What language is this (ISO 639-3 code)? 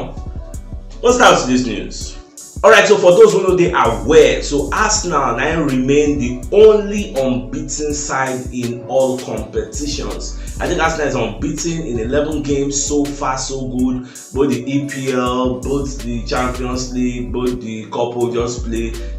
pcm